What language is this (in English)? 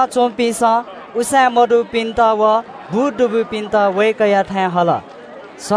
Newari